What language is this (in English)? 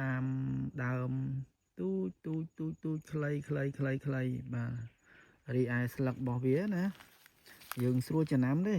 Khmer